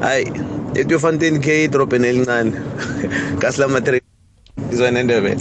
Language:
South Ndebele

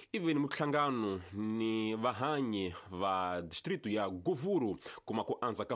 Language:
Tsonga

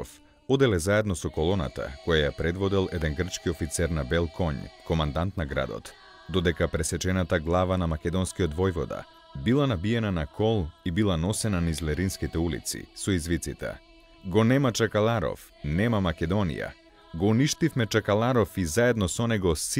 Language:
Macedonian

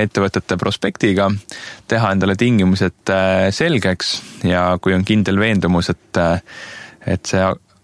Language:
Estonian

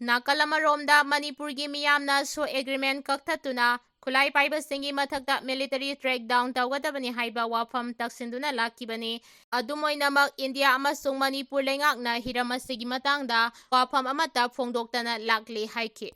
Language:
Manipuri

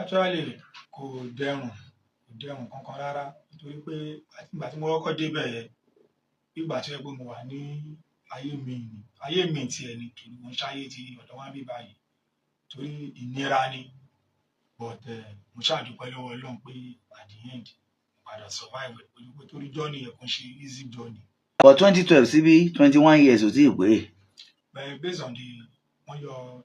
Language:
Yoruba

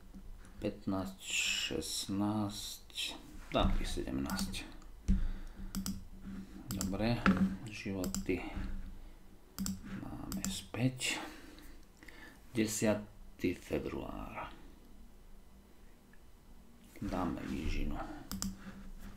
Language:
Slovak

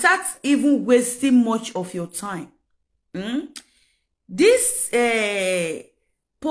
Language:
Nigerian Pidgin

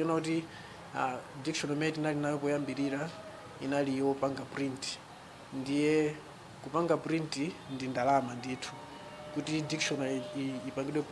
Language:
Nyanja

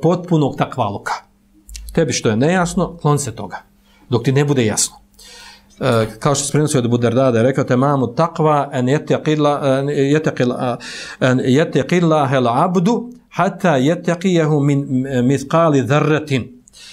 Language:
Bosnian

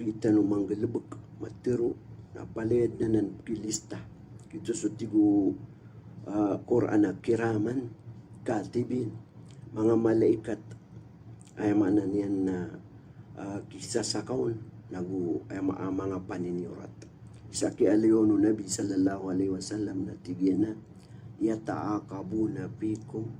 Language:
Maranao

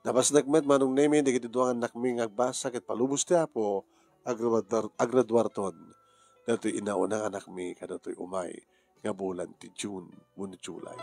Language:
Iloko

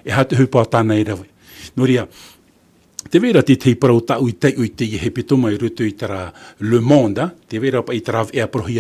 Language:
Tahitian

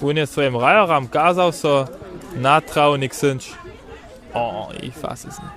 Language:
Upper Sorbian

